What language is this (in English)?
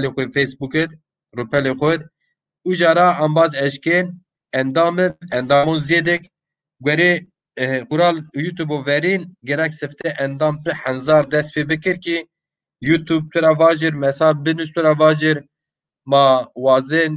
Zaza